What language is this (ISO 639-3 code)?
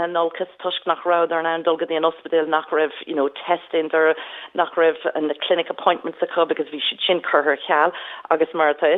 gle